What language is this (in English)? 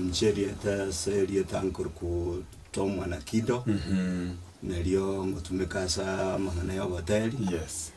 Gusii